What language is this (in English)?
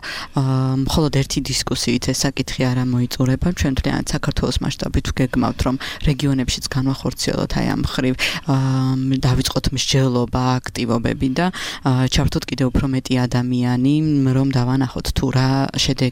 Georgian